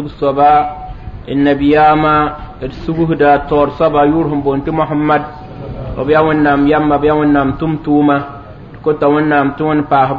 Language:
Mossi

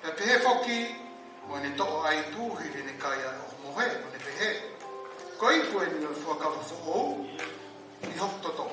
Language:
Tongan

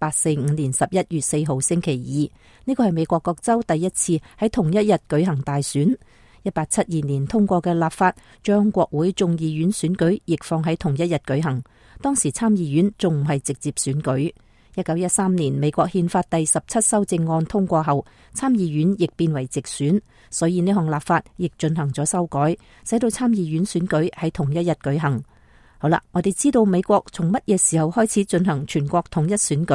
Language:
Cantonese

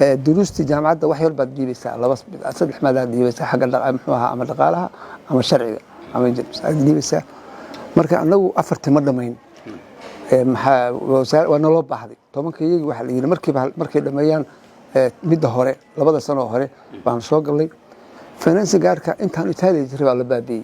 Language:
Somali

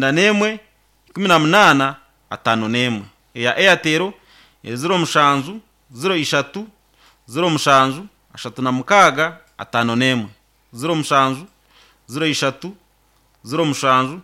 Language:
Nyankole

